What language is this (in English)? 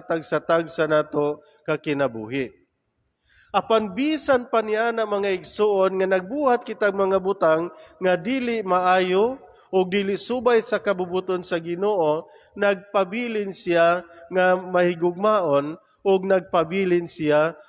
Cebuano